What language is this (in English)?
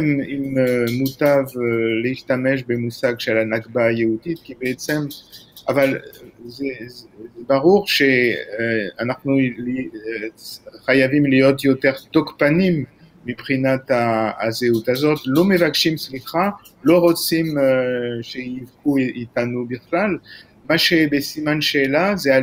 Hebrew